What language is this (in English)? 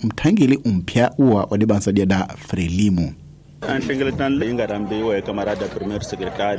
Tsonga